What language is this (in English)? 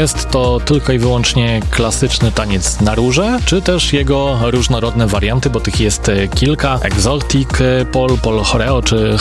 Polish